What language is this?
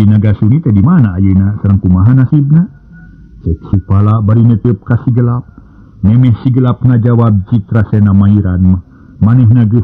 Sundanese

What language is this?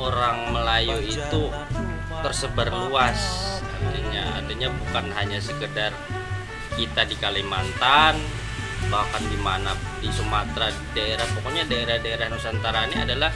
Banjar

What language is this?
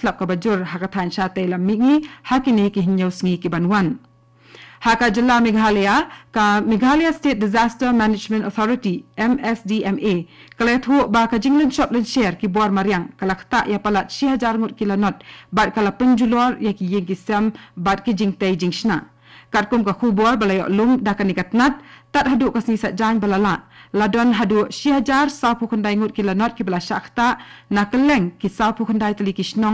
Khasi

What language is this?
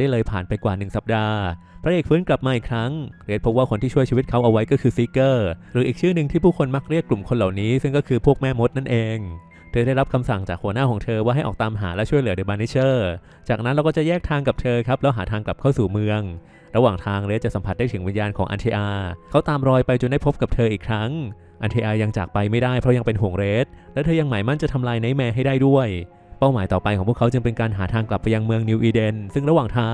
Thai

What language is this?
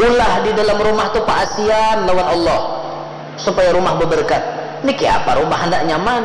Banjar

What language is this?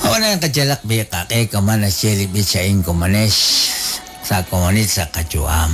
Kekchí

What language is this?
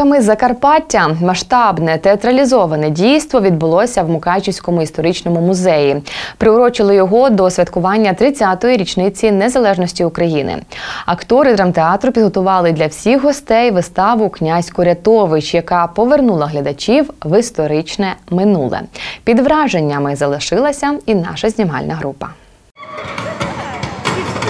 Ukrainian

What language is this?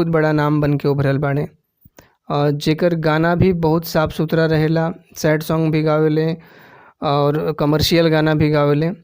Bhojpuri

